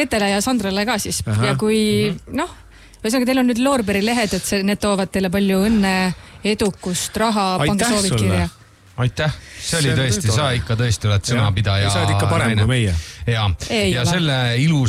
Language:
Estonian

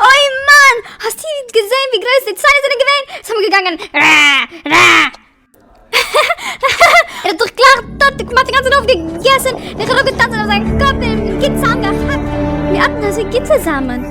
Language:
Yiddish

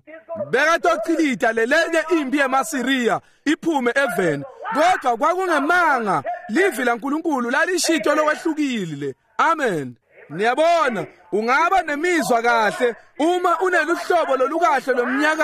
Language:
Swati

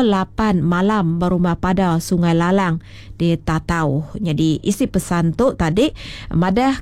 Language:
Iban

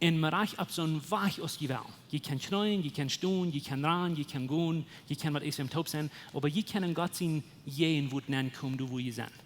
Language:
Plautdietsch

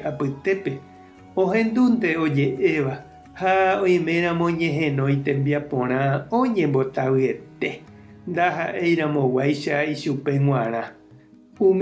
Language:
Guarani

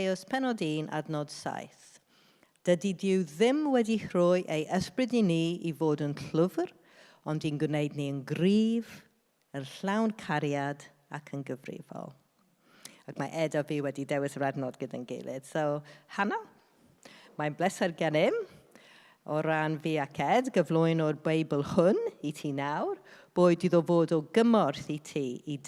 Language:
Welsh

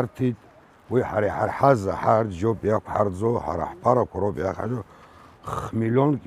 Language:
Abkhazian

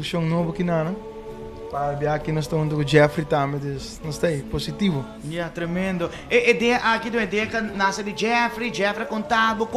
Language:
Papiamento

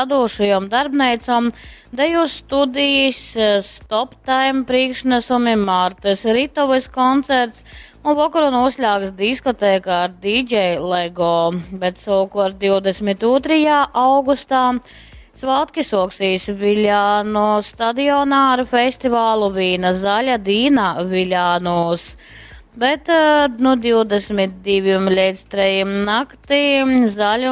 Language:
Latgalian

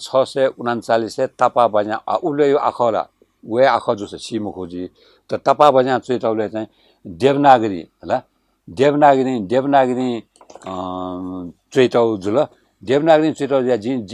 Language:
Newari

